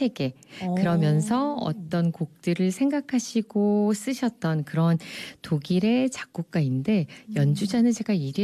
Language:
Korean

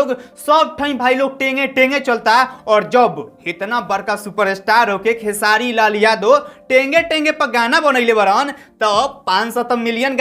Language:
Bhojpuri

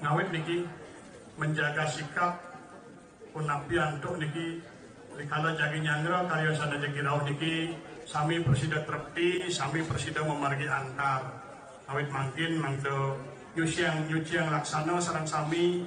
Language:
Balinese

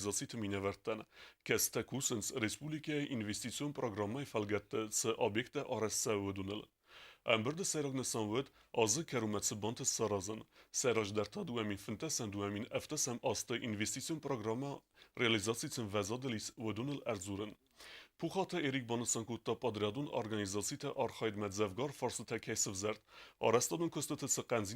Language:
Ossetic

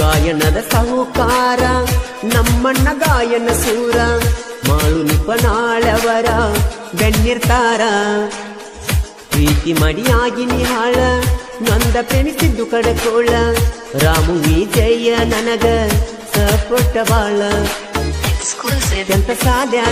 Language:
Kannada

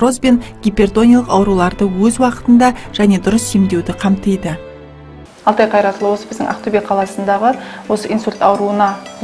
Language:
Kazakh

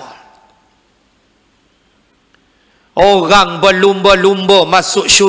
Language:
Malay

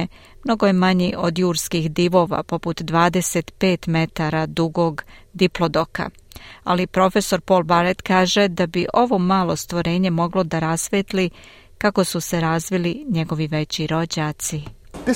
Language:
Serbian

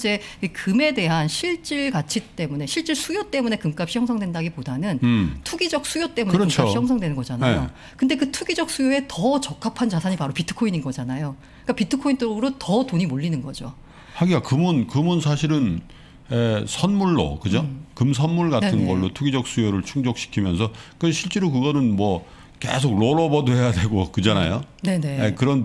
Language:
Korean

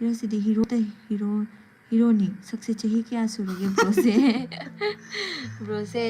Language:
Manipuri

